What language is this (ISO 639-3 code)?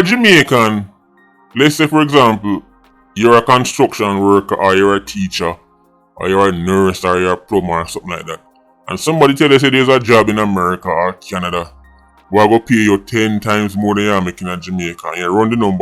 jam